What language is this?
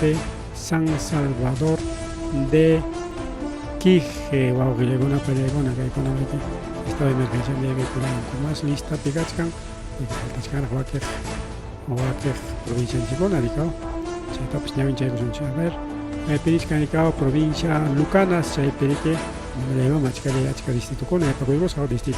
Ayacucho Quechua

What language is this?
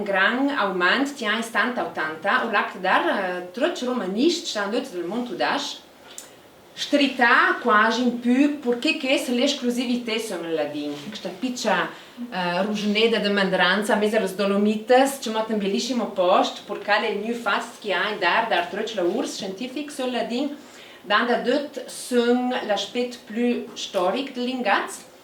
Ladin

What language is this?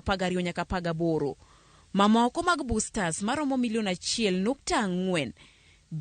Luo (Kenya and Tanzania)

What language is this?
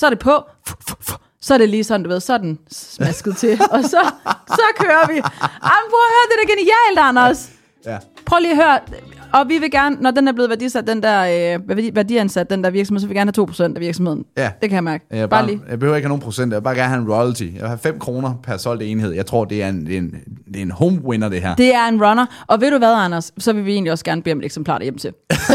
Danish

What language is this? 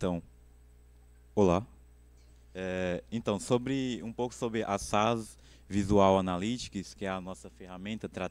Portuguese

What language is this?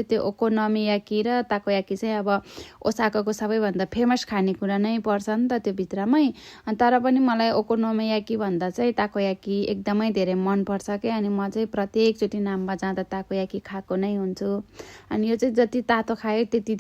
Nepali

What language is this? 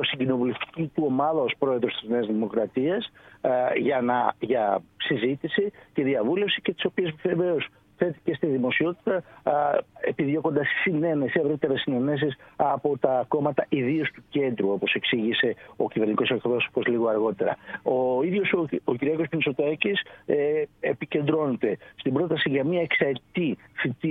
Greek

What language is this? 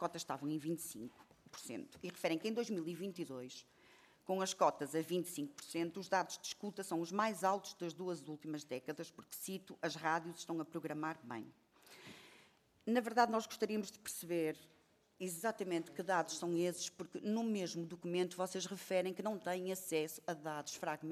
Portuguese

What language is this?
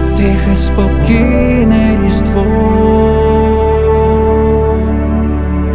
Ukrainian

